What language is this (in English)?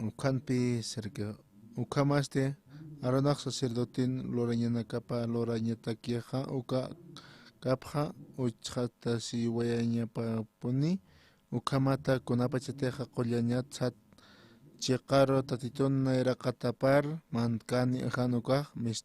Aymara